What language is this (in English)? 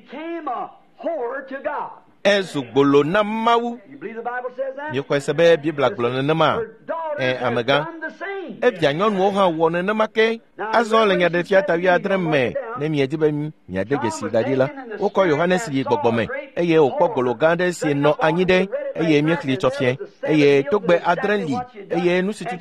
Ewe